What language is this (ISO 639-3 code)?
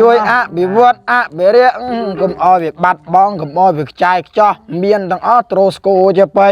khm